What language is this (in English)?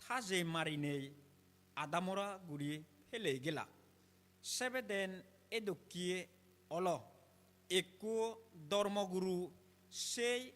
Chakma